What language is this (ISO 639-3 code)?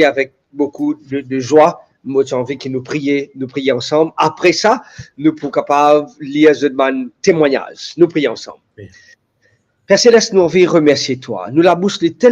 mfe